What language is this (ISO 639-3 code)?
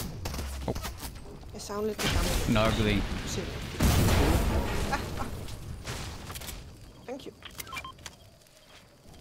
dan